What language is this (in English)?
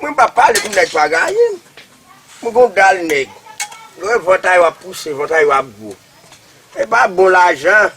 Haitian Creole